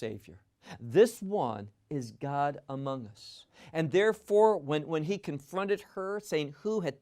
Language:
English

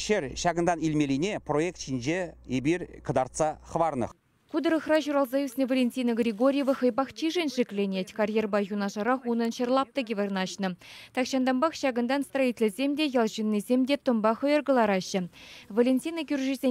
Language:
Chuvash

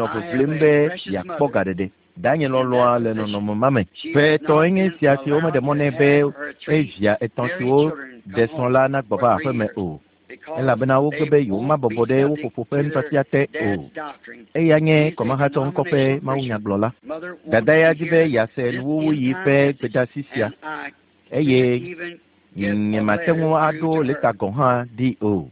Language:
Ewe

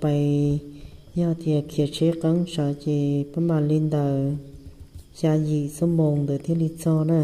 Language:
Hmong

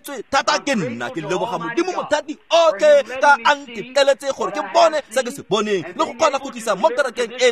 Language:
Tswana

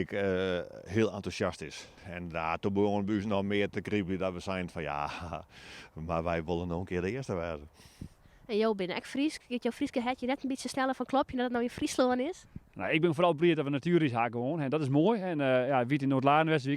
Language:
Western Frisian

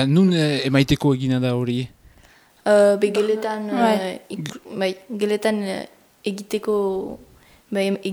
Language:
Basque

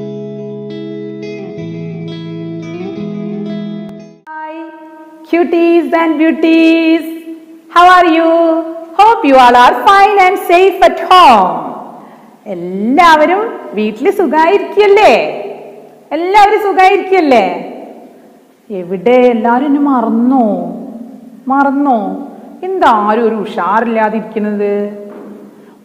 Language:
Malayalam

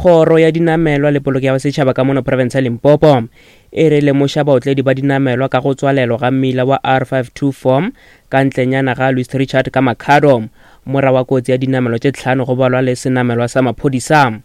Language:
Northern Sotho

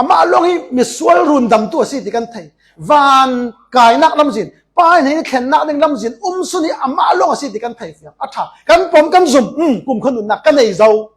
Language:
Falam Chin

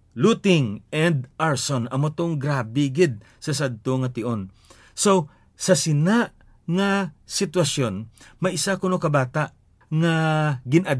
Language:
Hiligaynon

